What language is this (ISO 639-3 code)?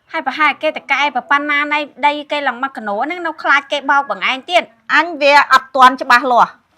khm